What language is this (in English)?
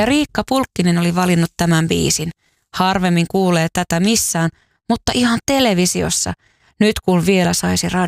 Finnish